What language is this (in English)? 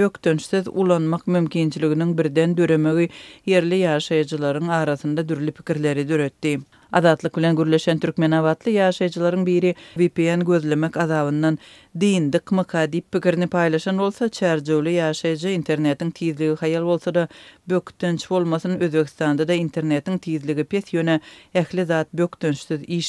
Turkmen